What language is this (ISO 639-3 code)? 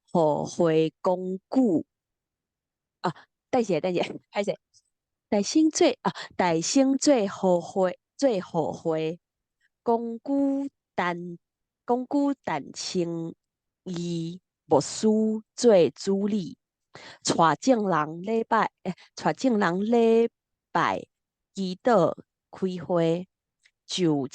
nan